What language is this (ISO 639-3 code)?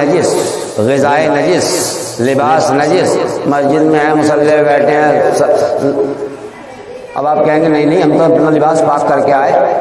urd